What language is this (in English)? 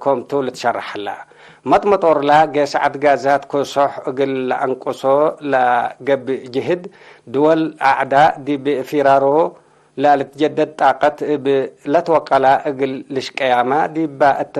Tigre